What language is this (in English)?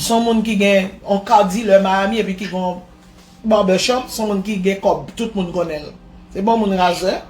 Haitian Creole